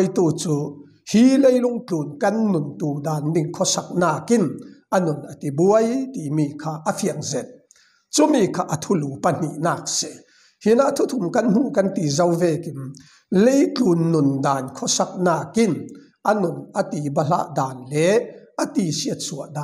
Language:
Falam Chin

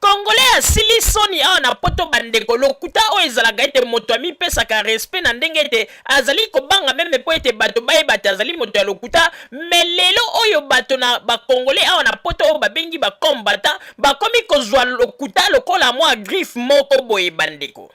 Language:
Lingala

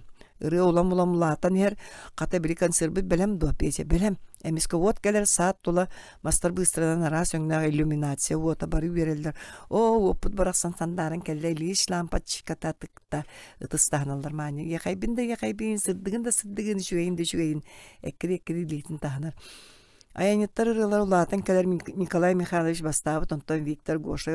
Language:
Yakut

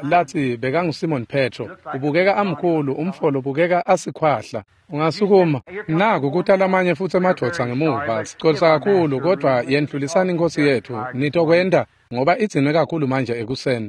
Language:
Swati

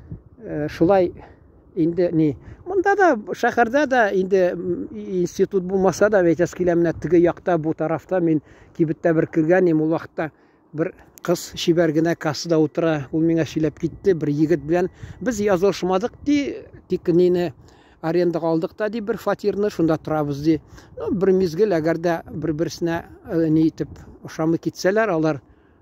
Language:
Tatar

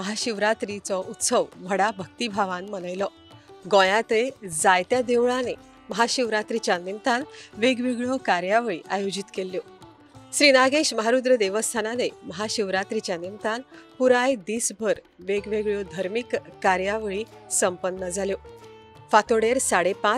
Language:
Konkani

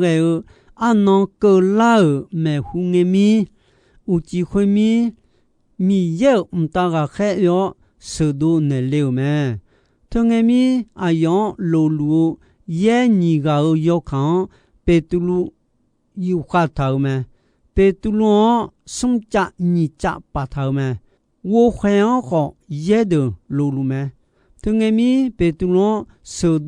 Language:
Akha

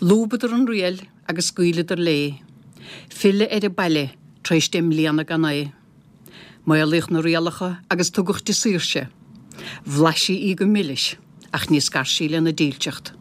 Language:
Irish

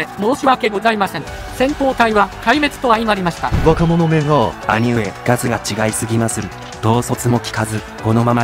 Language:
Japanese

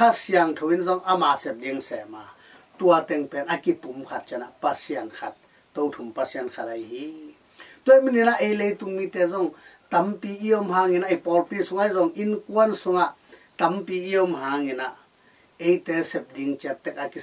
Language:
Tedim Chin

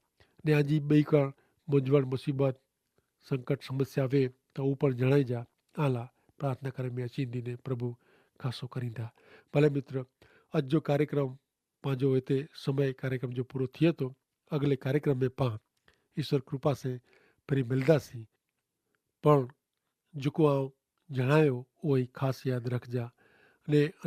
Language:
Kachhi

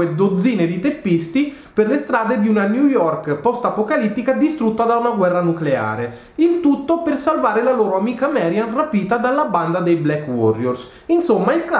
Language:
Italian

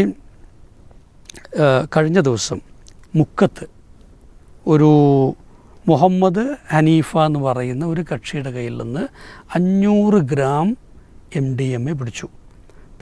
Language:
Malayalam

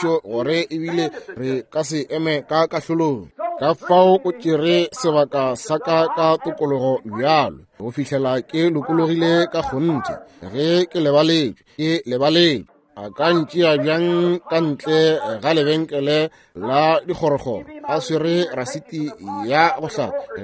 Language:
Northern Sotho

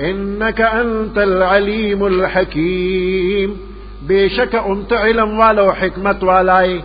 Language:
Pashto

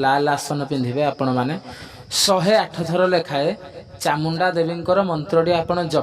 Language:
Odia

